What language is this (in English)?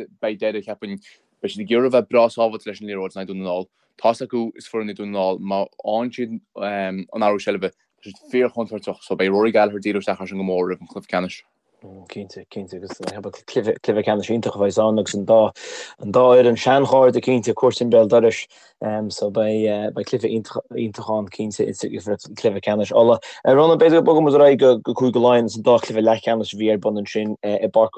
Irish